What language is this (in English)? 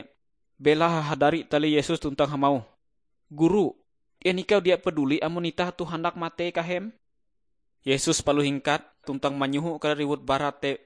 Ngaju